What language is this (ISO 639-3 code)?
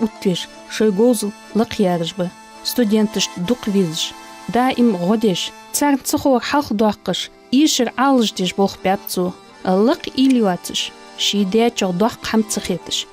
inh